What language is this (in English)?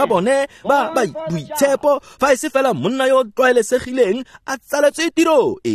Tswana